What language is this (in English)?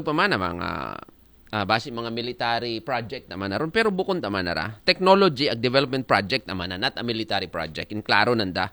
Aklanon